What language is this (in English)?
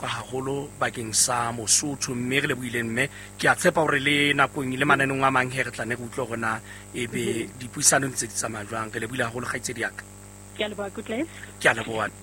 Southern Sotho